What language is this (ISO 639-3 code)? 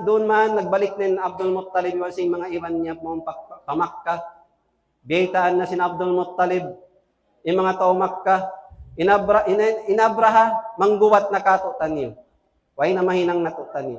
tsg